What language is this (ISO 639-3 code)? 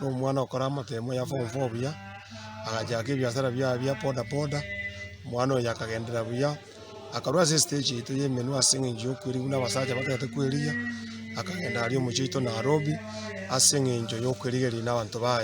guz